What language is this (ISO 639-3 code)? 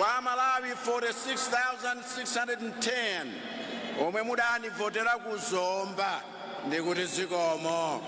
nya